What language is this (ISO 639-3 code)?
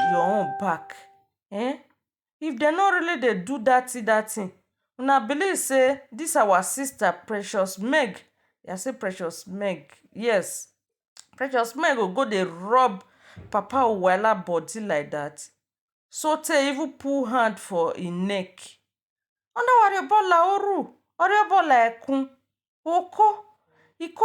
pcm